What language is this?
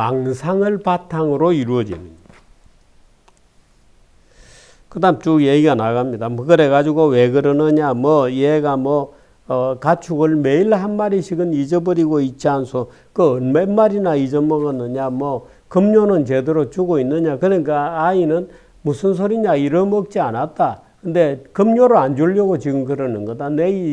Korean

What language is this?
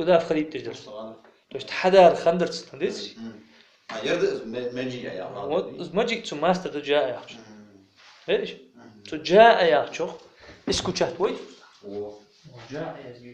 Ingush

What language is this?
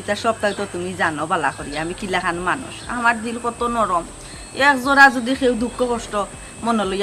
Sylheti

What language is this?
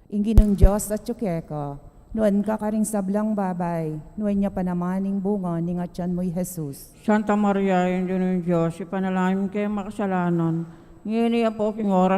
Pampanga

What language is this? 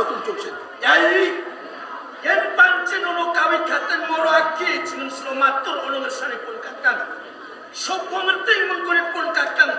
Javanese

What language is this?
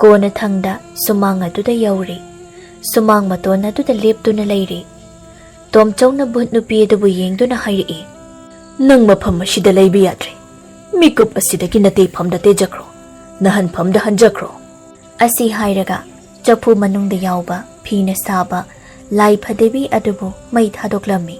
Manipuri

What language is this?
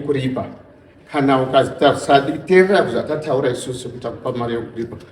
Shona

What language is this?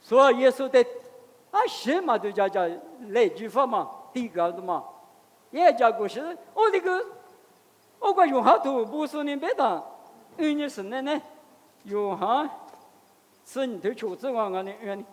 Lisu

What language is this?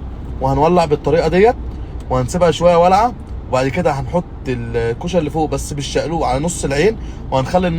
Egyptian Arabic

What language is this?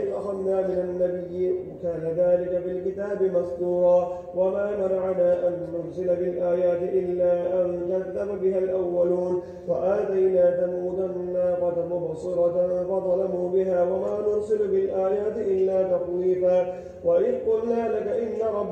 Arabic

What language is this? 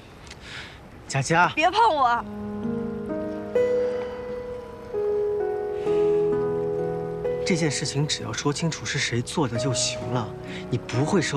Chinese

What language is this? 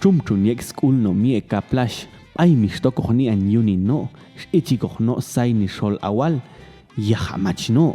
Popti'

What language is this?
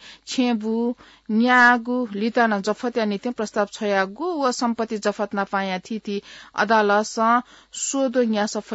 Newari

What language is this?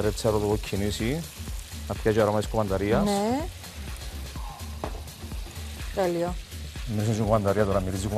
Greek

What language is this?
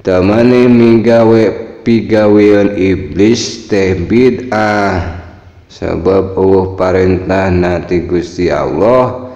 Sundanese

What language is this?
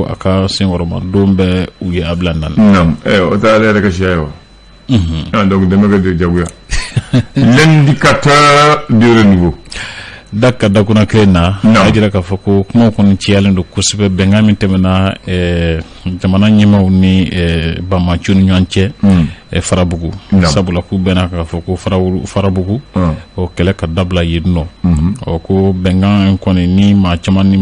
Bambara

